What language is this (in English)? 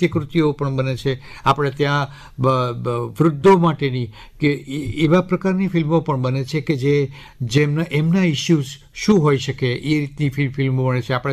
Gujarati